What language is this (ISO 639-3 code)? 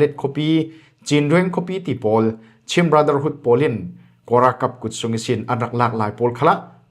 cfm